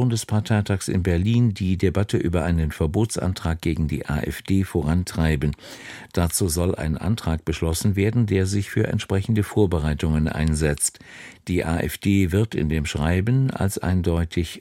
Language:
German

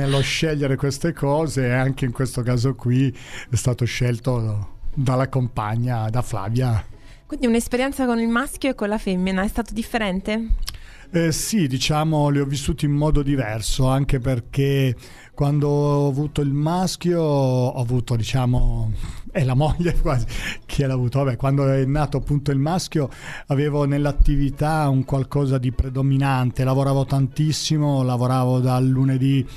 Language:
Italian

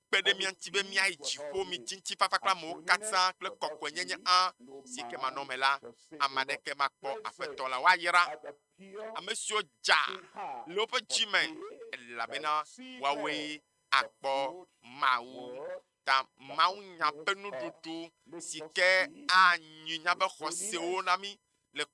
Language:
Ewe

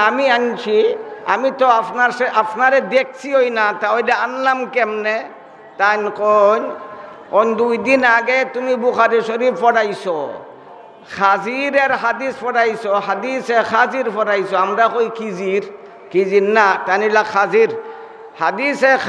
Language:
Sylheti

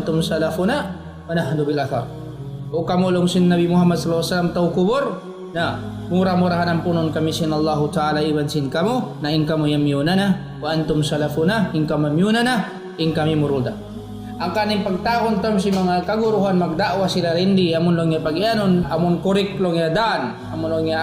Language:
Tausug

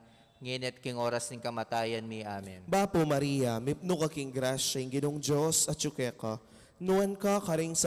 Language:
Pampanga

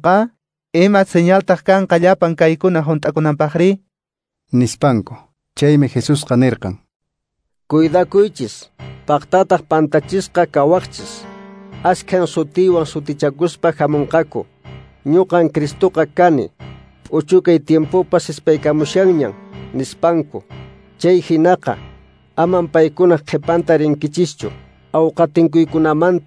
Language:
Quechua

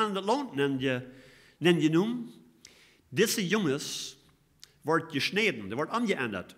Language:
Plautdietsch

